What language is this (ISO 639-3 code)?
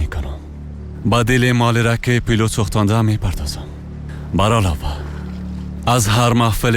fas